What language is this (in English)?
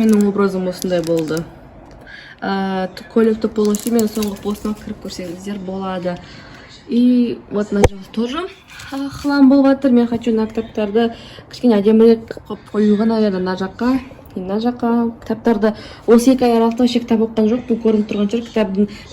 Kazakh